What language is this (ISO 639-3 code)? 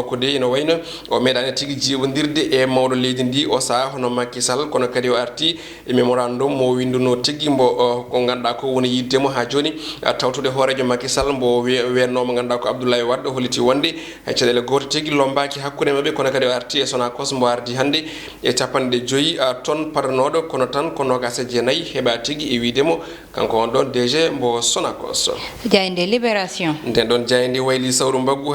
ful